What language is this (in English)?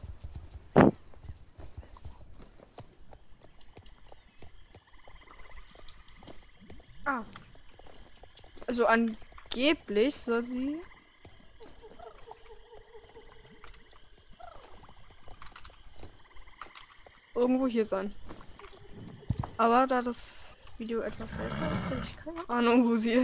German